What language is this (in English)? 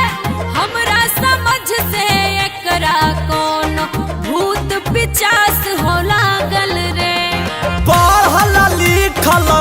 Magahi